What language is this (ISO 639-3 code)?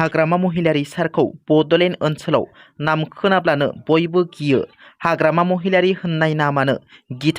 brx